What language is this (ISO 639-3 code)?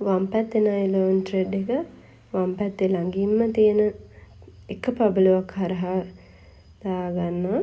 sin